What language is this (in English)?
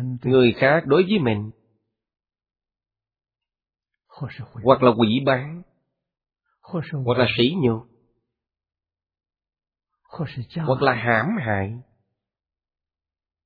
Vietnamese